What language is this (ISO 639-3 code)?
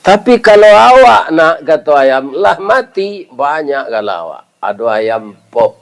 min